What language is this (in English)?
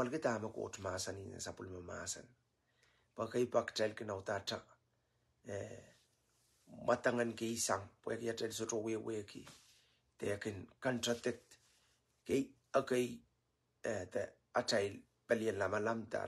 Pohnpeian